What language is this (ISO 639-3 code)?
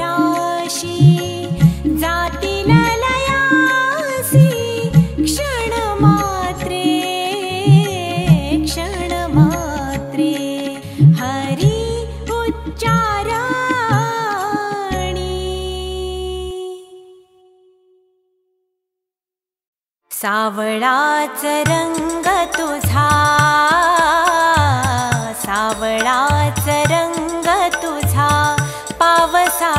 mar